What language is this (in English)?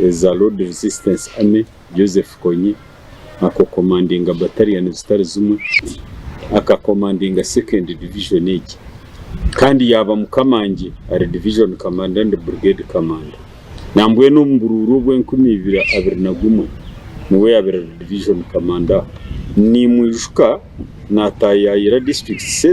Nyankole